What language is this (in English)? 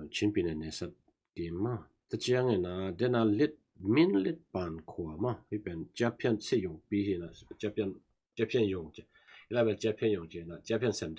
Tedim Chin